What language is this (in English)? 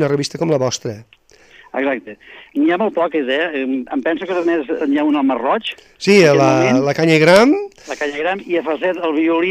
Catalan